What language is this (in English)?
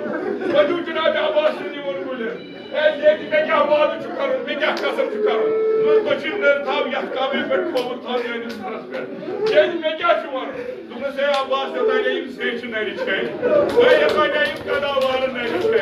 Kashmiri